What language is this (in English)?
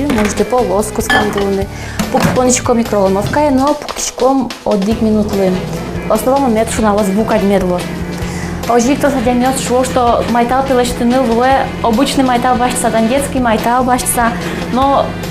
Udmurt